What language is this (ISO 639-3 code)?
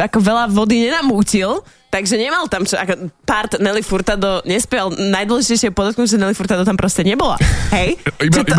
slk